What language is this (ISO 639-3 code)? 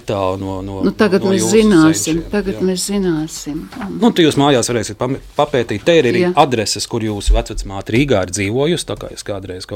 lav